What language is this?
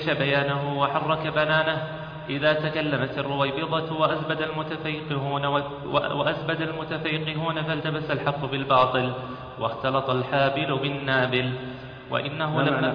Arabic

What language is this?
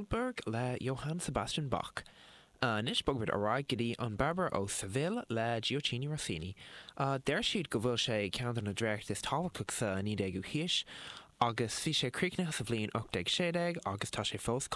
Irish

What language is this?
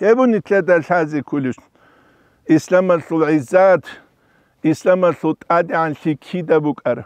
Avaric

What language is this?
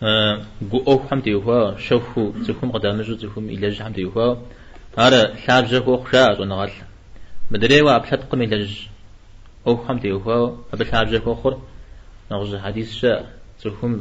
Kabardian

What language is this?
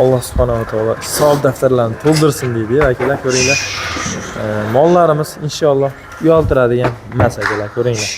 Uzbek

